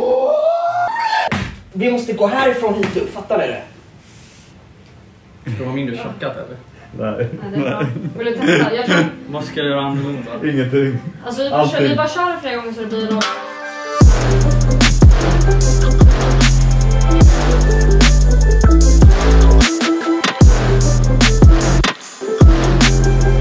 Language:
Swedish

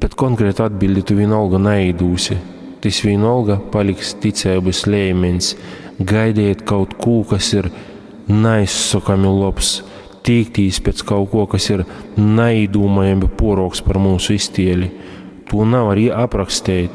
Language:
Latgalian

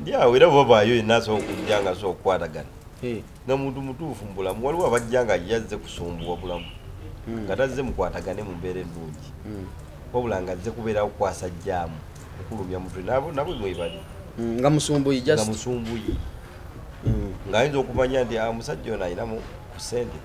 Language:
Ganda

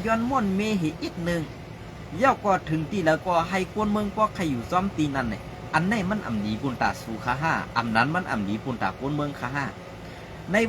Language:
Shan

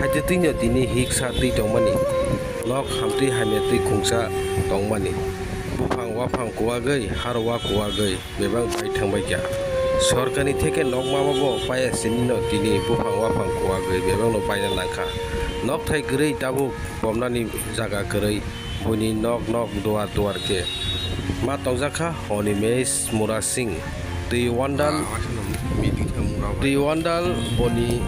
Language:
Kok Borok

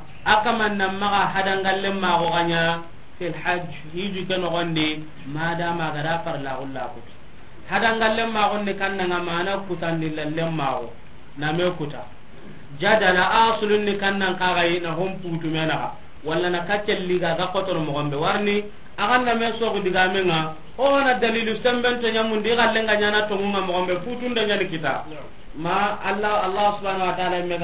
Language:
Soninke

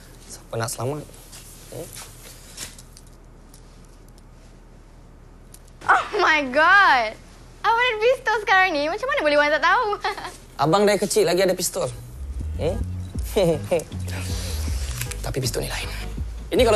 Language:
Malay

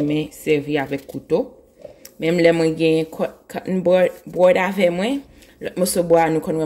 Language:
Haitian Creole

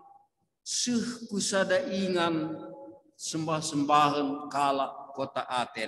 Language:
Batak Karo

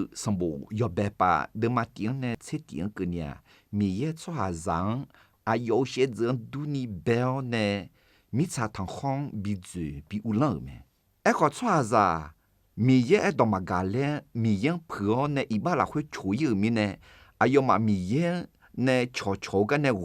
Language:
Akha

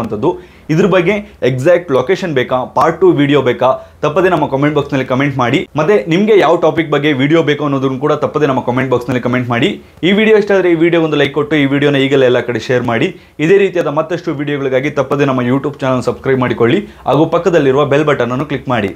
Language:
Kannada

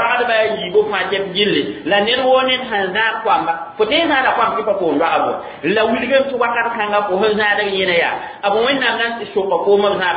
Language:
Mossi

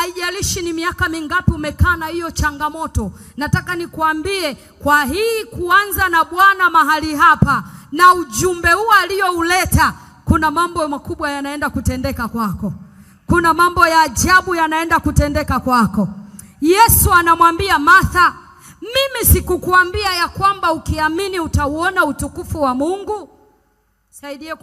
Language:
Swahili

